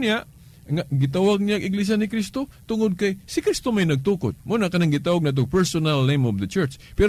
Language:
Cebuano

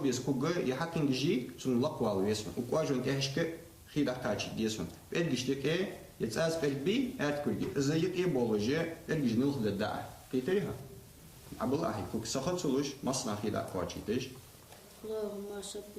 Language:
Ingush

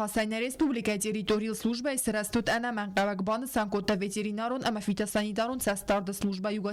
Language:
Ossetic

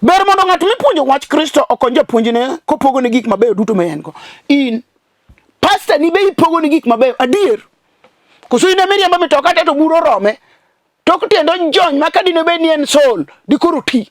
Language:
Luo (Kenya and Tanzania)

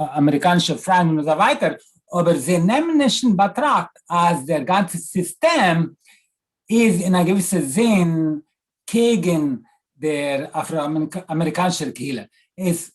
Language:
Yiddish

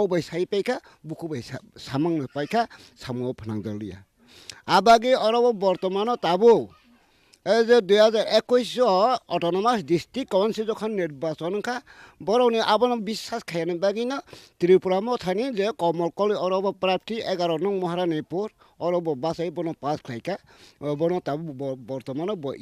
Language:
Kok Borok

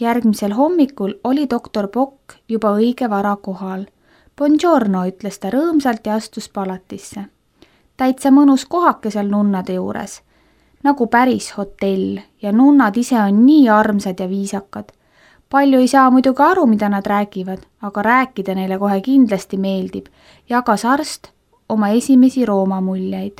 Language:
Estonian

